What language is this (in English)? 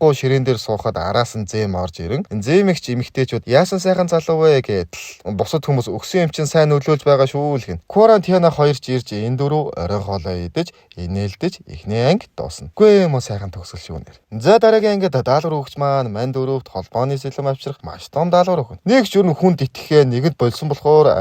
Mongolian